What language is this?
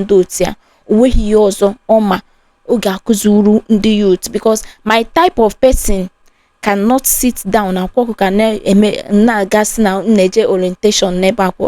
Igbo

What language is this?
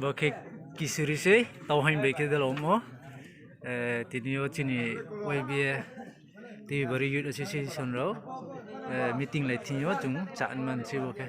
Riang (India)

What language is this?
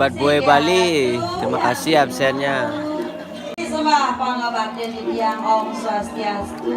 Balinese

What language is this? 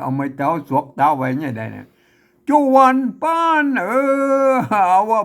Northern Thai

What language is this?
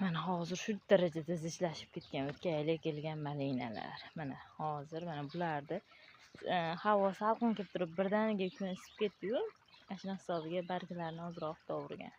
Uzbek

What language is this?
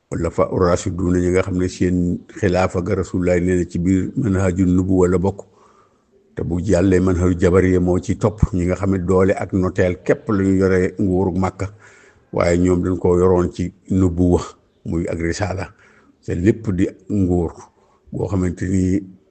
Wolof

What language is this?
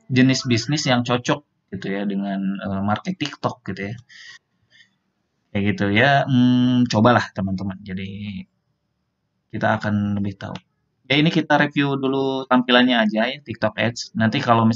Indonesian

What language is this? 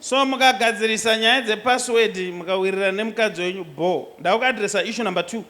Shona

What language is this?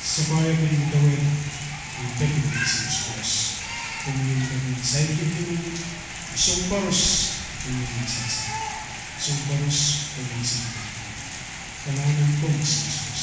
Pohnpeian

